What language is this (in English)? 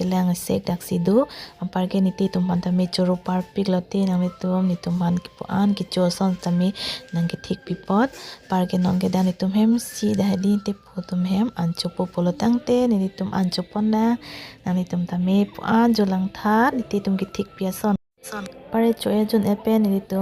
Karbi